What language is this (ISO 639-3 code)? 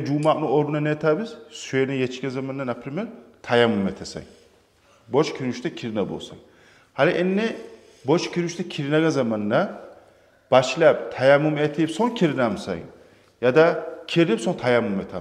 kum